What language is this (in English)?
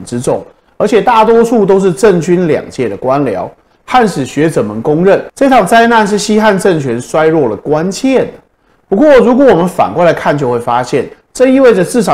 Chinese